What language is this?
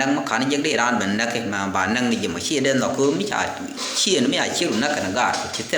Nuer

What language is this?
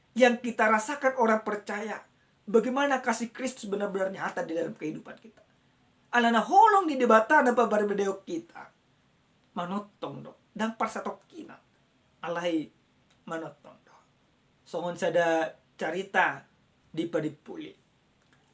Batak Toba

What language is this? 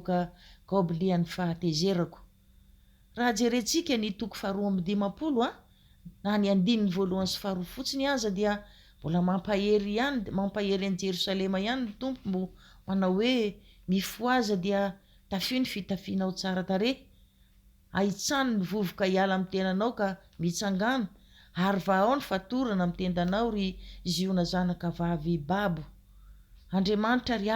Malagasy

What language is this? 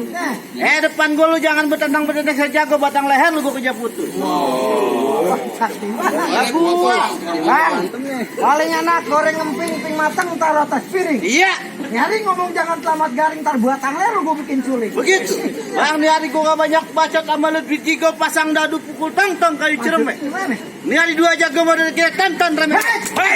Betawi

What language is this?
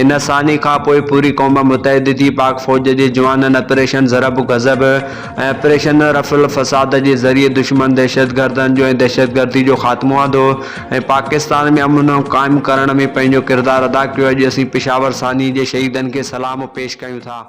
Sindhi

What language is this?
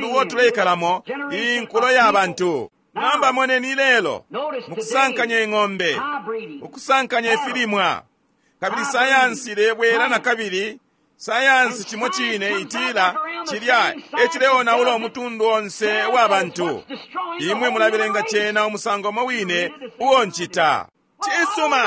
Bemba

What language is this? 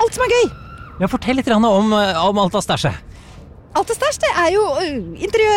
Norwegian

